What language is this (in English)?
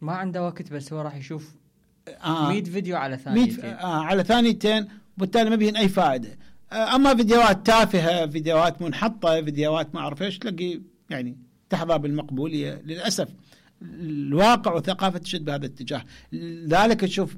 Mesopotamian Arabic